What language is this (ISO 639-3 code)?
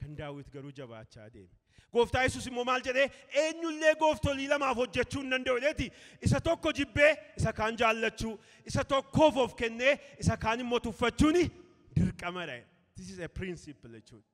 orm